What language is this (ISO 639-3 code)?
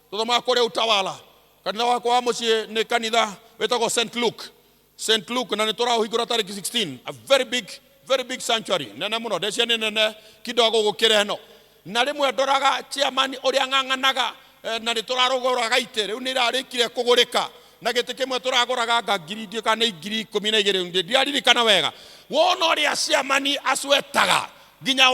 kik